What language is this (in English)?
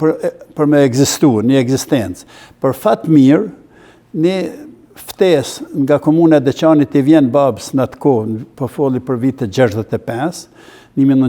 Albanian